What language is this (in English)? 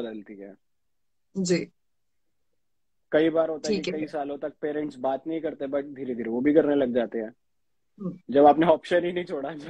Hindi